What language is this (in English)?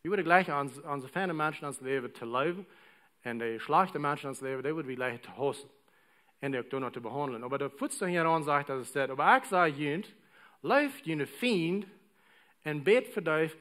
Plautdietsch